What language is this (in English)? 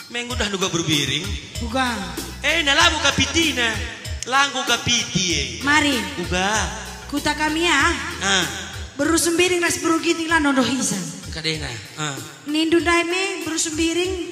Batak Karo